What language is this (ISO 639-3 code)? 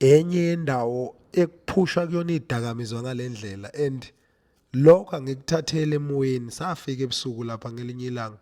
zul